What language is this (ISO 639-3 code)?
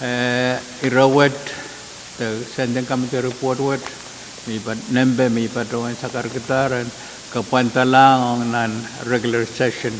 pon